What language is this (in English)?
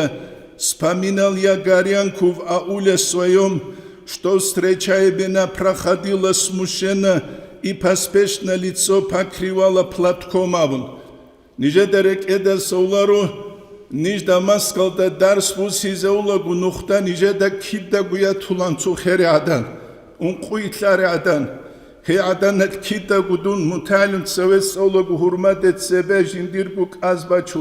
Avaric